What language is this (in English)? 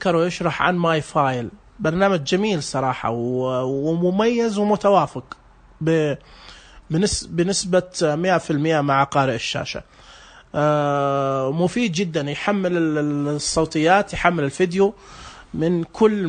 Najdi Arabic